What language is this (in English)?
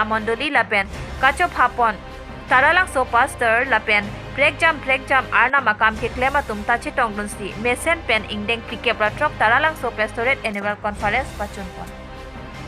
Karbi